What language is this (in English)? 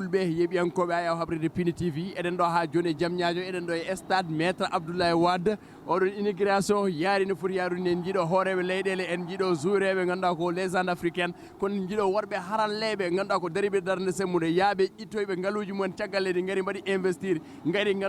Fula